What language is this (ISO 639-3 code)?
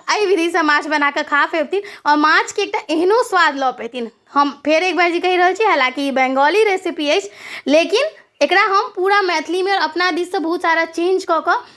mai